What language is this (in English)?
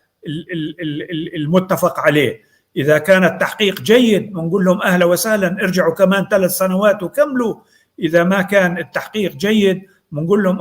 North Levantine Arabic